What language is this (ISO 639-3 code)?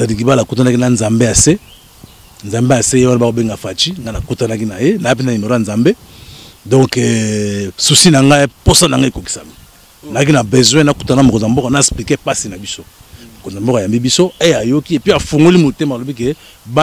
lin